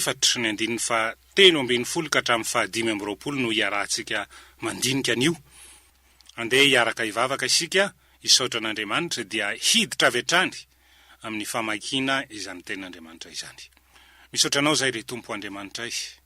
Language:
Malagasy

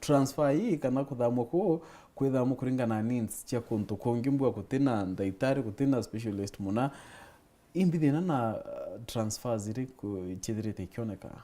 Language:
Meru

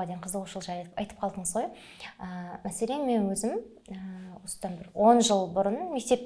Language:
Kazakh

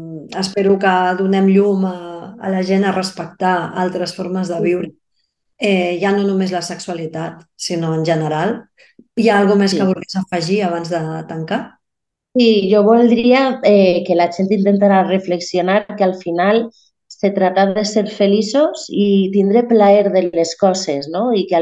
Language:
Catalan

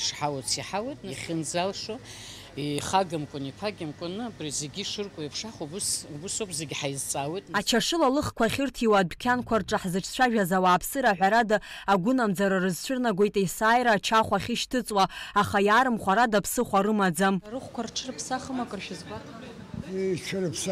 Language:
Abkhazian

